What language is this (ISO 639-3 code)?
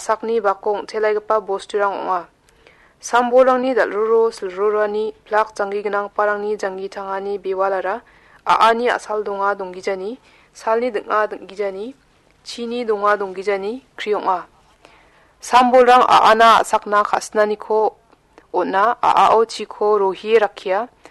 grt